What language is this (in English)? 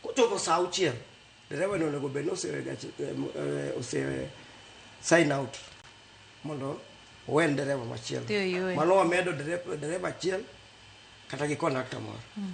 Luo (Kenya and Tanzania)